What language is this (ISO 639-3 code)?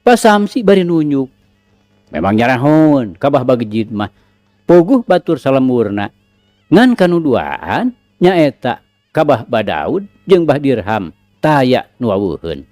sun